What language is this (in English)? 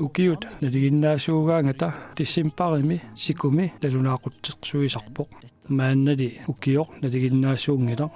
Kalaallisut